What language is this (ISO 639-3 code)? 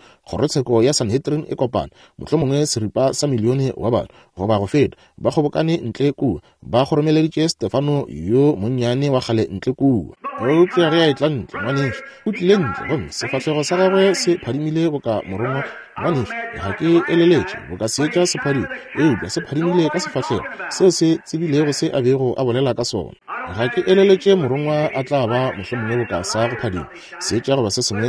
nso